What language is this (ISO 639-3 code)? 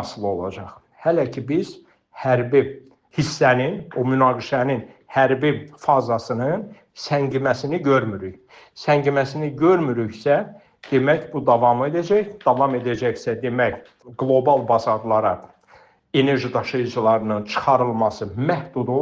aze